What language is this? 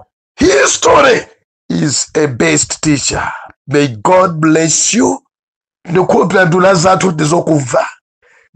Nyanja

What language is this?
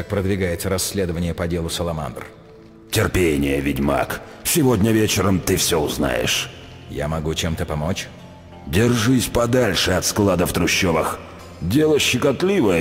Russian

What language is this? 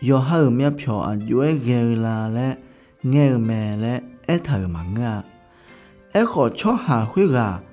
Akha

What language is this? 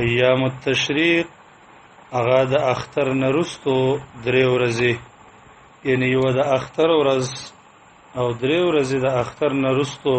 Pashto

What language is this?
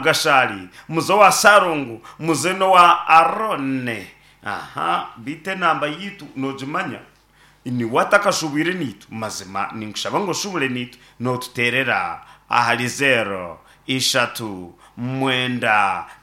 Nyankole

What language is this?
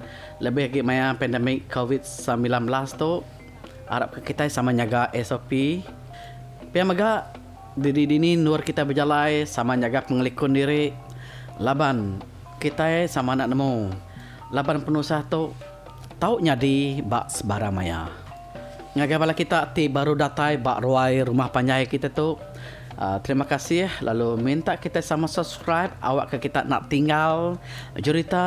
Iban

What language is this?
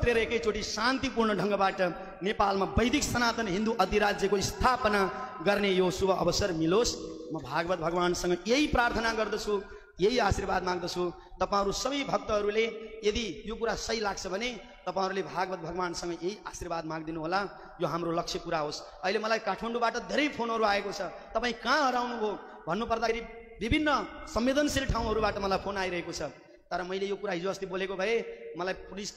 Nepali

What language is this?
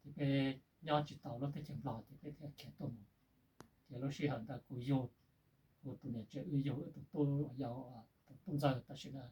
Hmong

